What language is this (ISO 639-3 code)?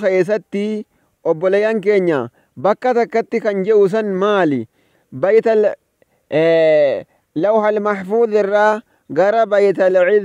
orm